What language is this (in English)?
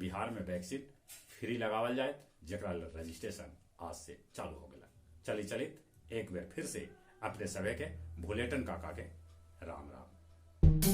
Magahi